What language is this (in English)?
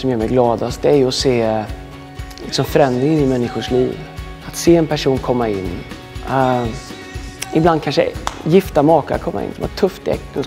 Swedish